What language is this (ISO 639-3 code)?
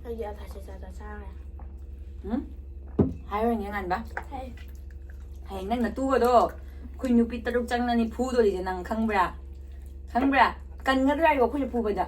mni